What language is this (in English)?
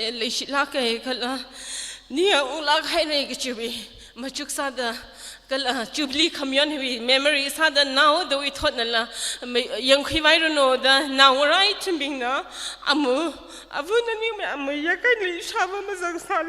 Tangkhul Naga (India)